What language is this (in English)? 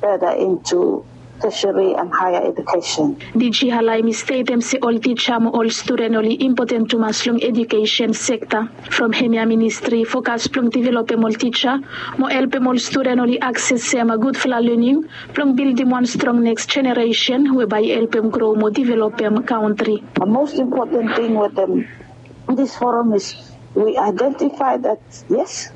Bislama